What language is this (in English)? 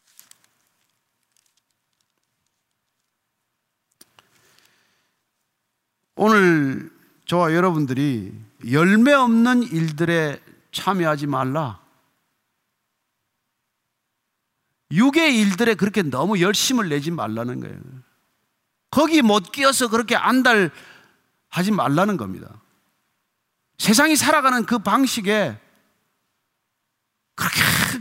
Korean